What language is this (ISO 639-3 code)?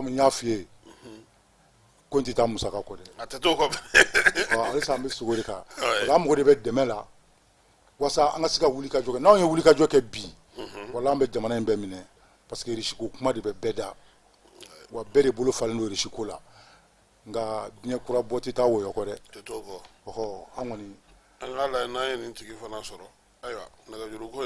bam